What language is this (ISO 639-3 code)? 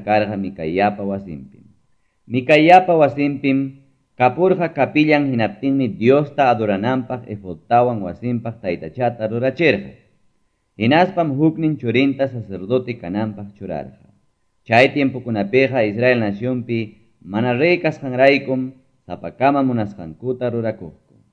que